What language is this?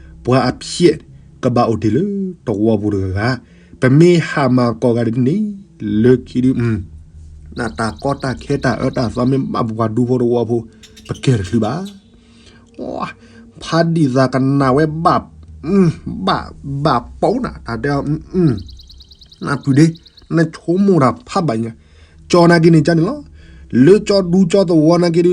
S'gaw Karen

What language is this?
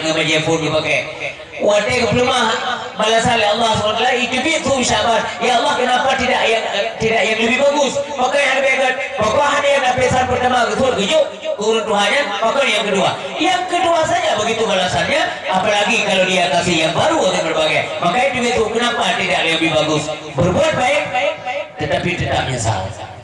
Achinese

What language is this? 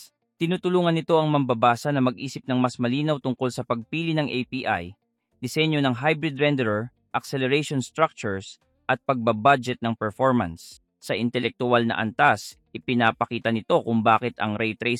Filipino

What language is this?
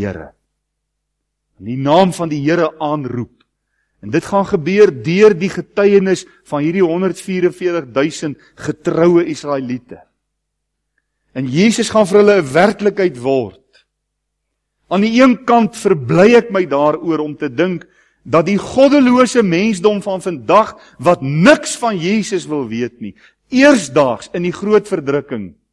Afrikaans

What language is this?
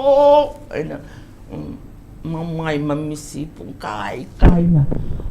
Manipuri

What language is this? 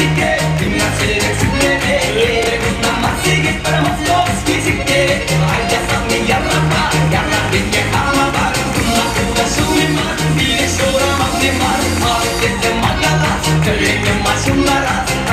Chuvash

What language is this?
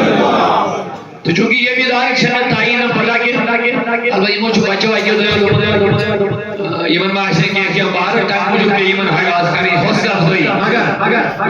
Kashmiri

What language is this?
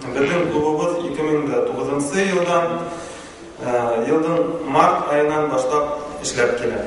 Bashkir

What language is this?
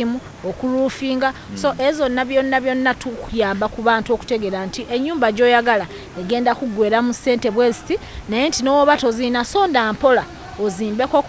Ganda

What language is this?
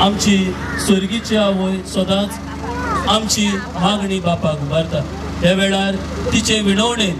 Konkani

